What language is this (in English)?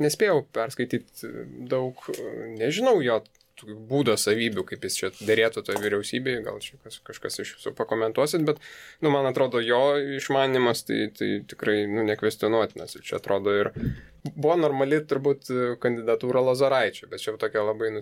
Lithuanian